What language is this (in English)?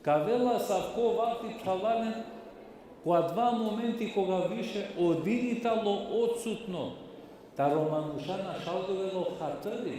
Balkan Romani